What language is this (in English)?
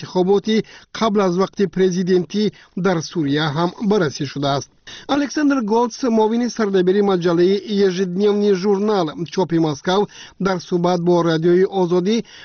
Tajik